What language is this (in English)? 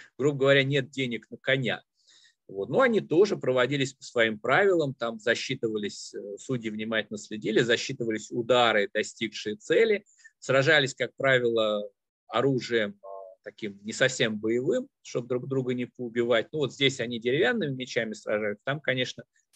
Russian